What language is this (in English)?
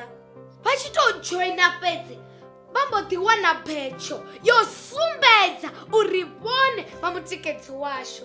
Venda